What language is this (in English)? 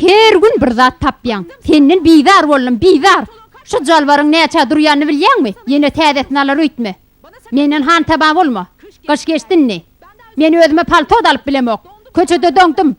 Turkmen